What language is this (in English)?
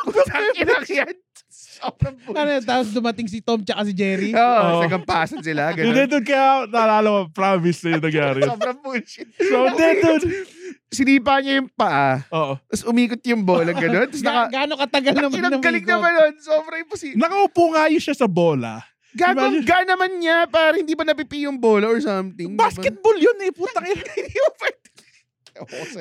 Filipino